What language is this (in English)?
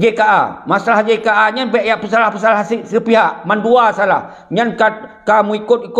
Achinese